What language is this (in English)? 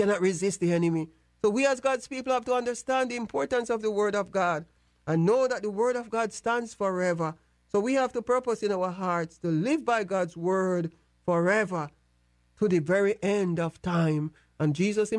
English